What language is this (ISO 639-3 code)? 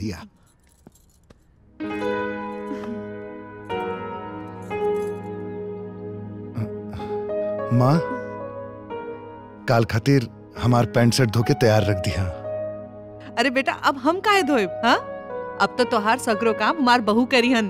bho